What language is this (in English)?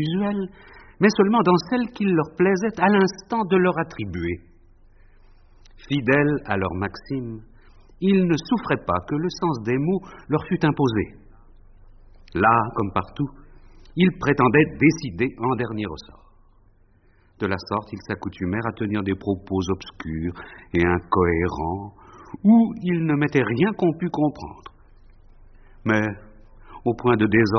French